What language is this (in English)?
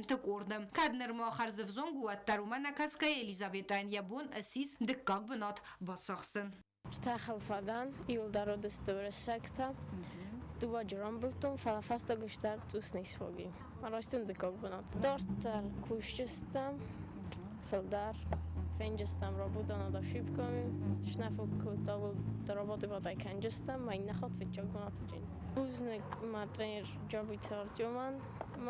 Ossetic